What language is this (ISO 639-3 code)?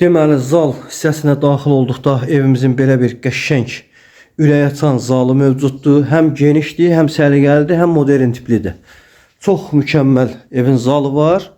aze